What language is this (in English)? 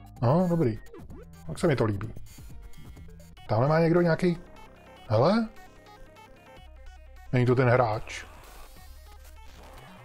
Czech